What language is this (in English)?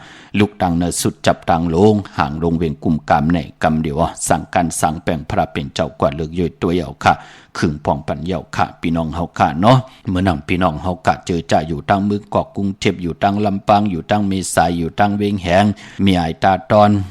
Shan